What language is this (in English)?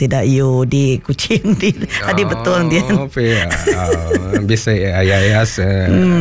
Iban